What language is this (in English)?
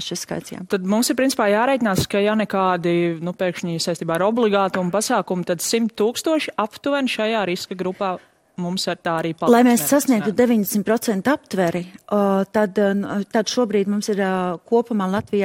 Latvian